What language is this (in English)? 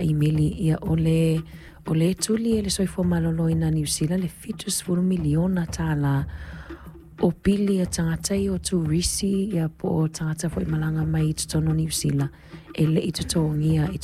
Samoan